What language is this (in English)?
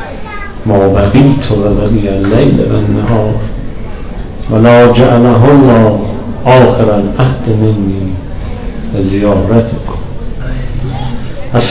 Persian